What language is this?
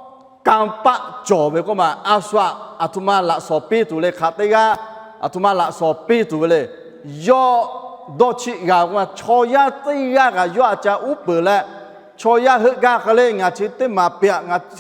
Lahu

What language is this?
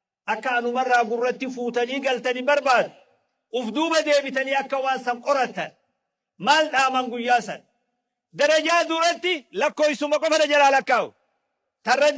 Oromo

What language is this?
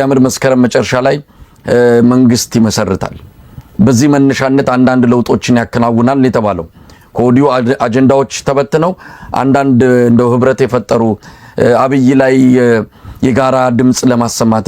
Amharic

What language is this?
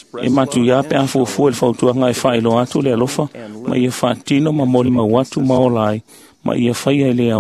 Samoan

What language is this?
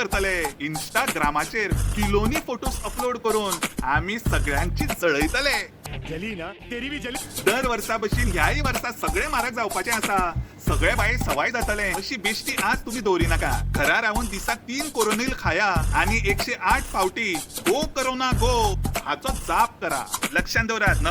Konkani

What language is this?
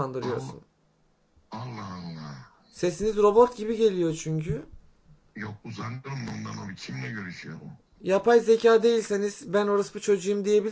Turkish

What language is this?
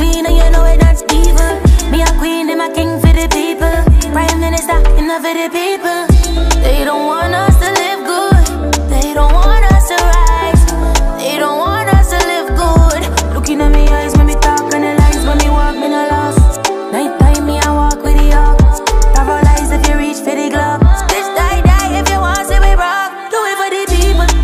Punjabi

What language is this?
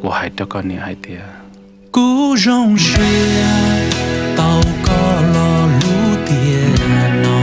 Hmong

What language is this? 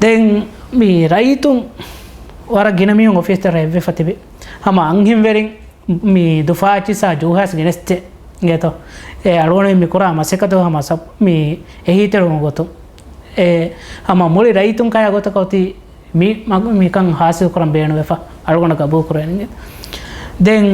Divehi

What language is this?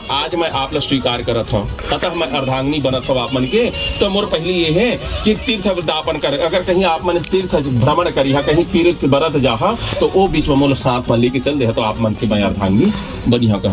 Chhattisgarhi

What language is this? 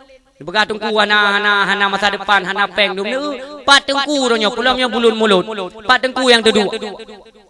Achinese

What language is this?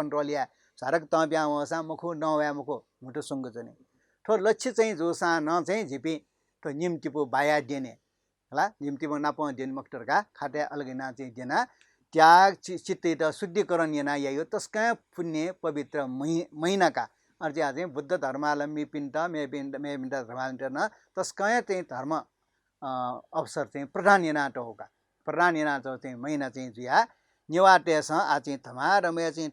Newari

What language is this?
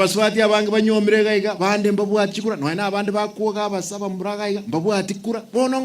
Gusii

